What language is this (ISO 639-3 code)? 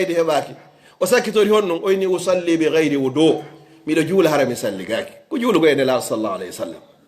ful